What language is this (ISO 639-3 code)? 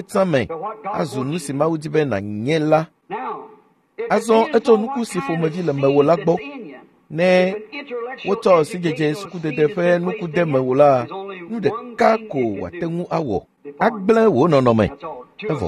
ewe